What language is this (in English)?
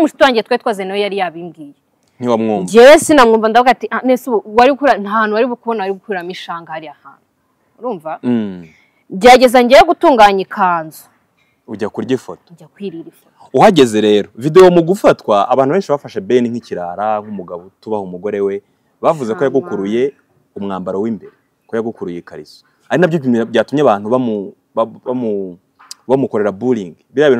Kinyarwanda